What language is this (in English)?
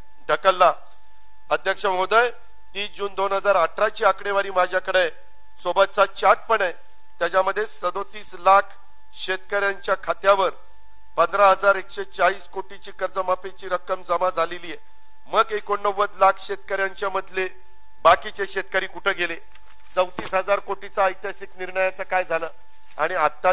Marathi